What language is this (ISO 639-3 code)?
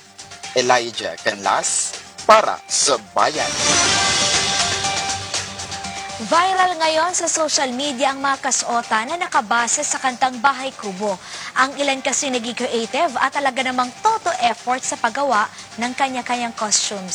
fil